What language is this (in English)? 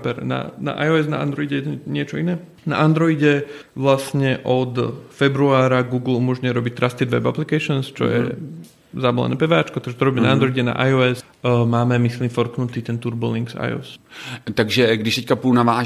Slovak